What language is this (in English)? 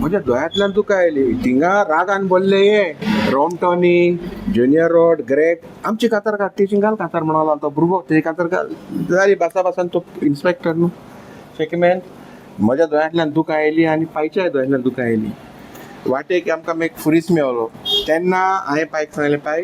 Konkani